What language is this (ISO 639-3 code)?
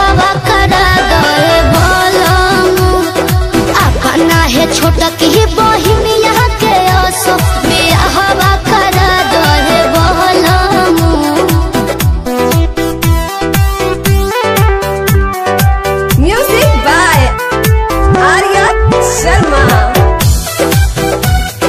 bho